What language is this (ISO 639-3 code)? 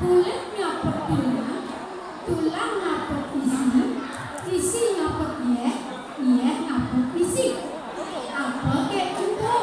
ban